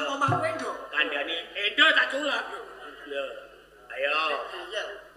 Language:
Javanese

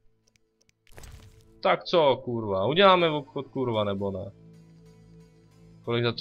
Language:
Czech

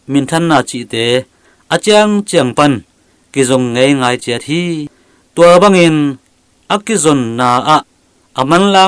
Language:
Tedim Chin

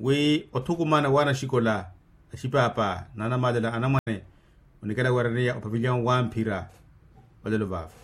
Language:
Makhuwa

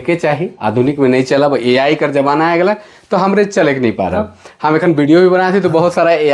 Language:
Sadri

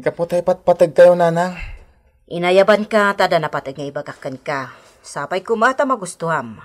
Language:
Iloko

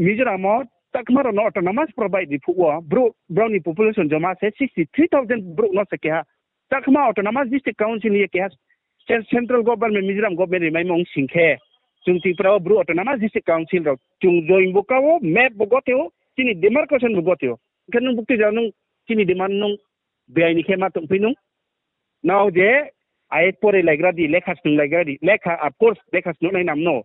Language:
Riang (India)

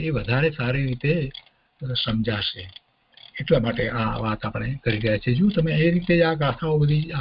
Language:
Gujarati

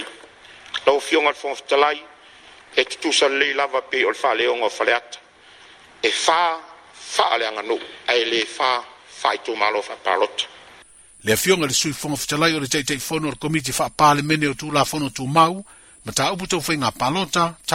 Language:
Samoan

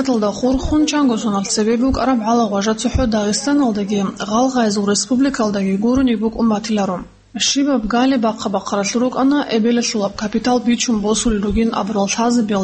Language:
Avaric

